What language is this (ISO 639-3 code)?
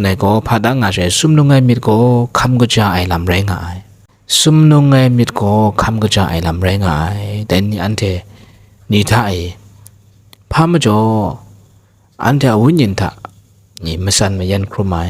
kac